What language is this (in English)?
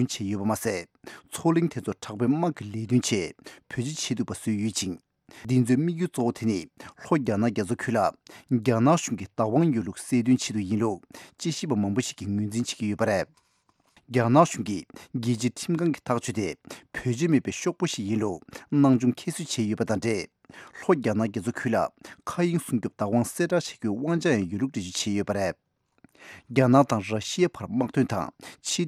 Tibetan